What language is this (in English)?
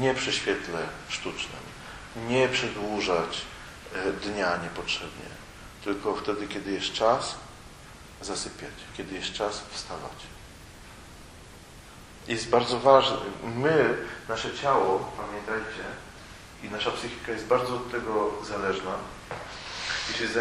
Polish